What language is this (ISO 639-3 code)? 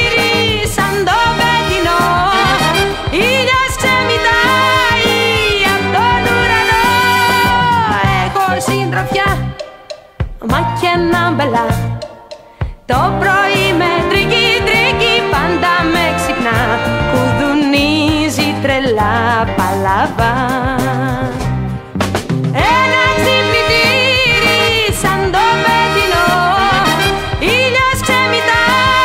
ell